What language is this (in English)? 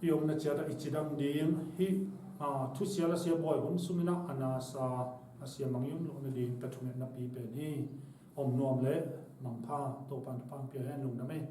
Tedim Chin